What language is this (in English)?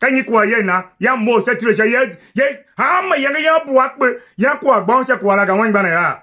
Tiv